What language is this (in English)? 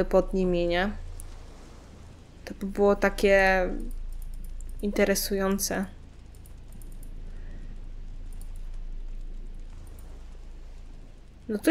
Polish